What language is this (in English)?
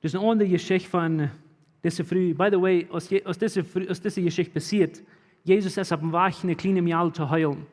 Plautdietsch